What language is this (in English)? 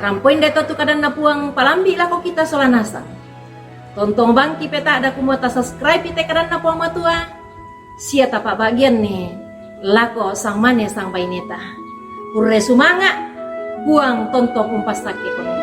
Toraja-Sa'dan